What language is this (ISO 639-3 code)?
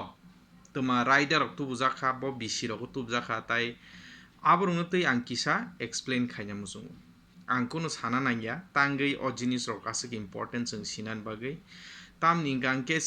trp